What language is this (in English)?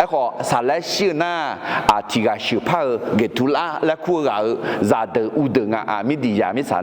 Akha